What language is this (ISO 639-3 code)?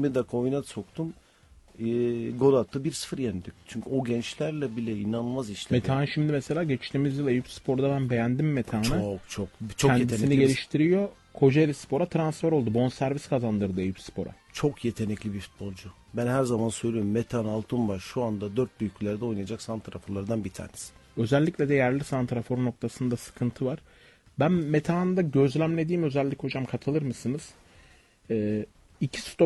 tur